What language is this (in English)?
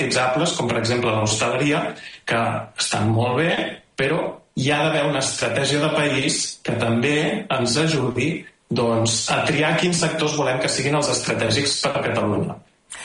Catalan